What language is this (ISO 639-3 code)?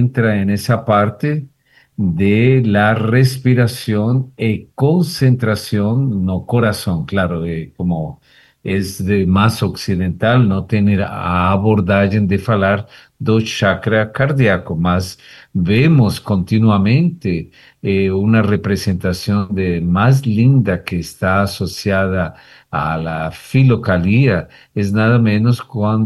por